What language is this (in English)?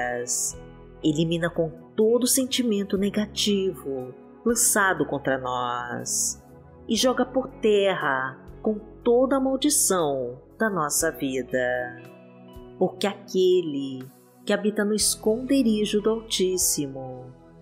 Portuguese